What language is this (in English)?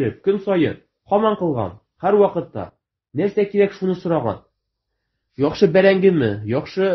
Tatar